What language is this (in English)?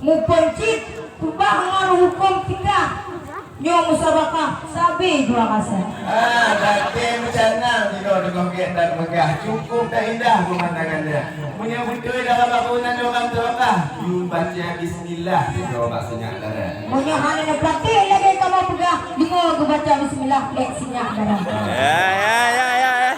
Achinese